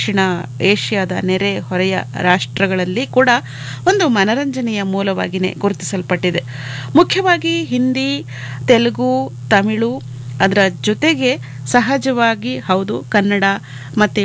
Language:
Kannada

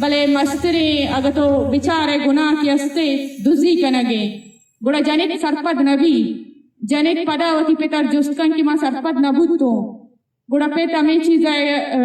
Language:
Eastern Balochi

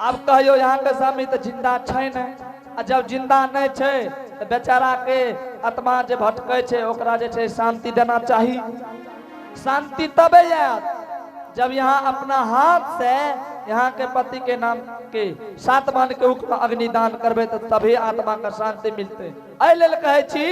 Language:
Angika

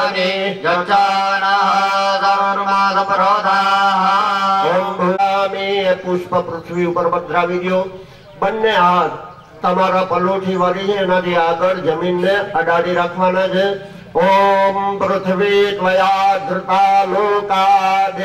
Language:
Gujarati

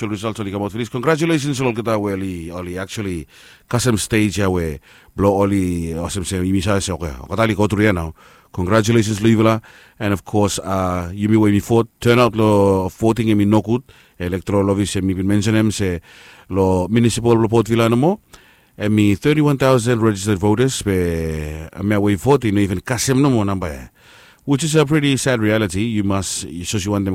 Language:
Bislama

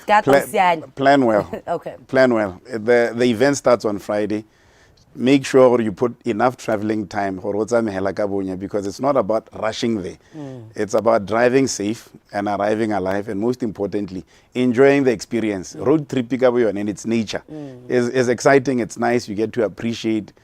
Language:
Tswana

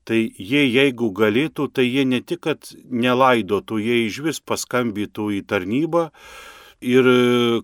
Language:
Lithuanian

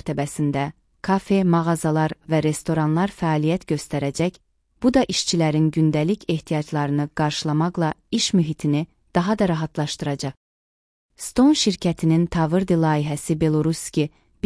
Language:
Azerbaijani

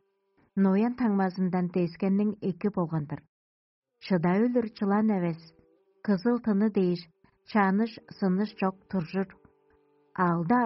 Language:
Tuvinian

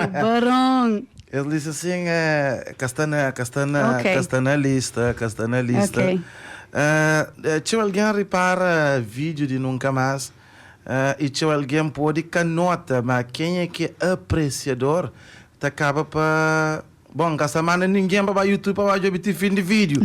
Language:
Kabuverdianu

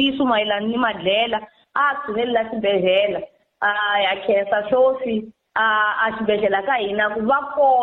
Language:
Tsonga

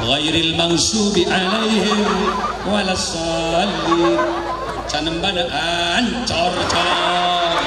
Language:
Madurese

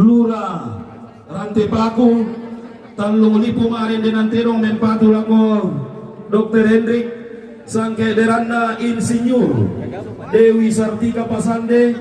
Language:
Toraja-Sa'dan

